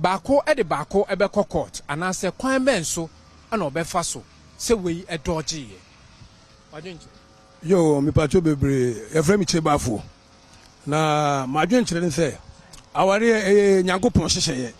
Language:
Akan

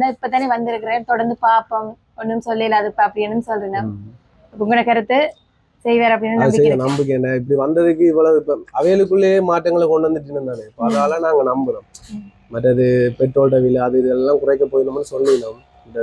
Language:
Tamil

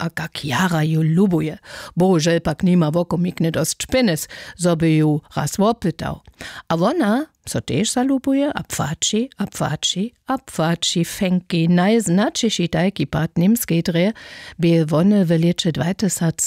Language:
Upper Sorbian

